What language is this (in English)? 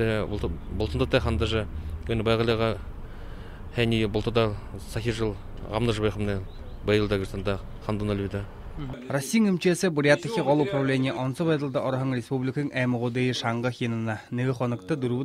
Buriat